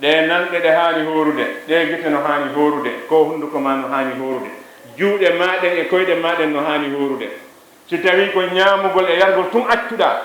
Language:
Fula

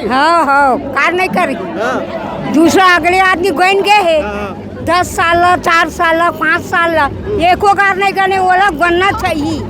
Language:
Chhattisgarhi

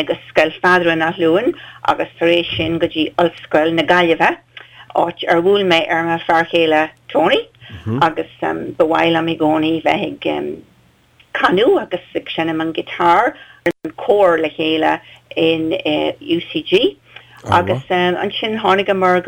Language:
Irish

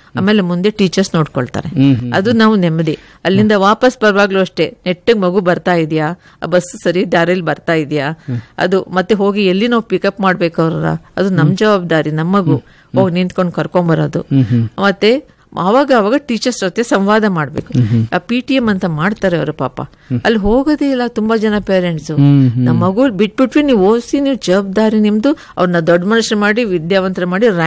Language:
Kannada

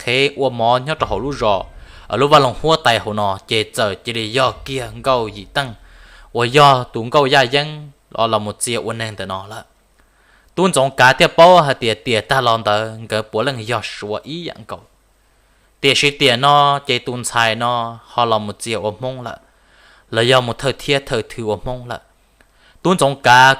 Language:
Hmong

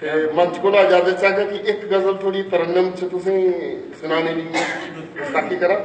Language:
Dogri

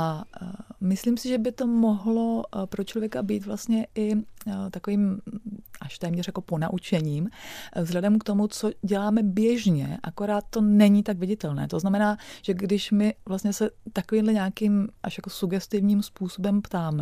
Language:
Czech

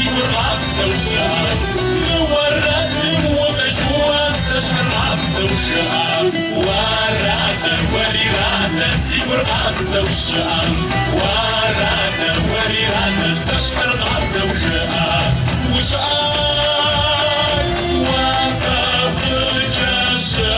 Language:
Kabardian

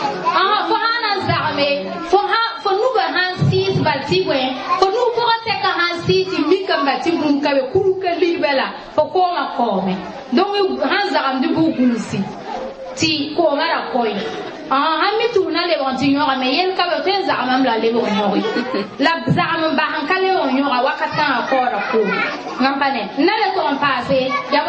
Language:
Mossi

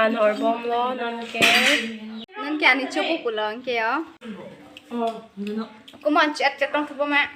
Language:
Karbi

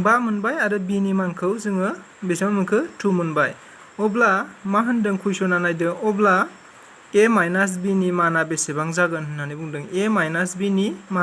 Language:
Bodo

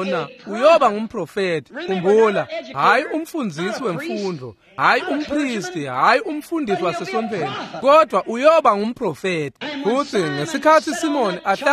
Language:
Swati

